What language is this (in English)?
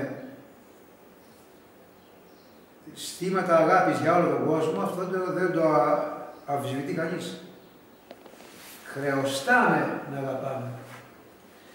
Greek